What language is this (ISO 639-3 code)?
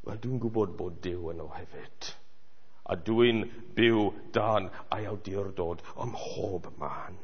cym